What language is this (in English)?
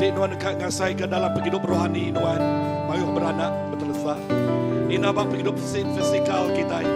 Iban